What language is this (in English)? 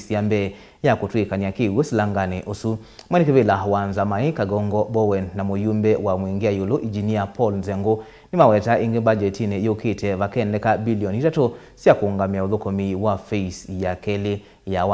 Kamba